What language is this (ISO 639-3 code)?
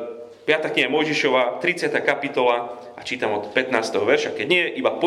slk